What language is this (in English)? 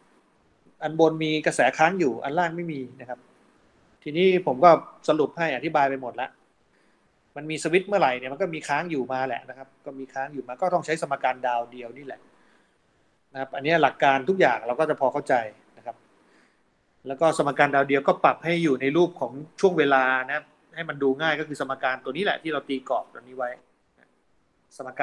Thai